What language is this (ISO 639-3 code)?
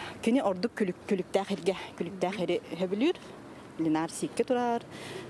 sah